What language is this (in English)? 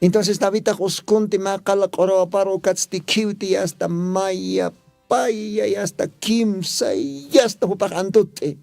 Aymara